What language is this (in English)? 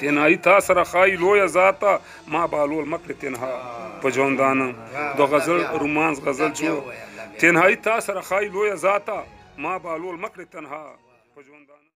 Pashto